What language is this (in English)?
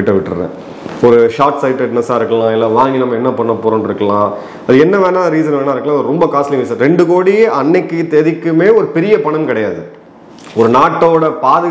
Tamil